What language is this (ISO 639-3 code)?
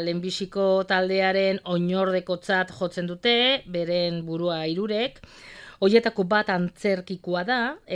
eus